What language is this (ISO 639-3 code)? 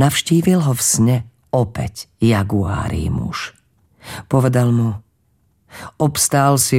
slk